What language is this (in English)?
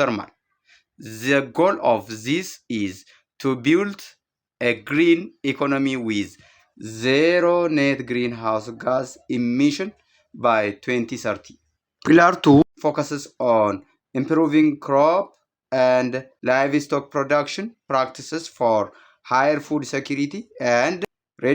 English